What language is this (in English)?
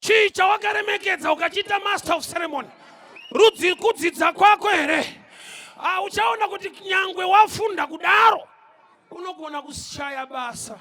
Shona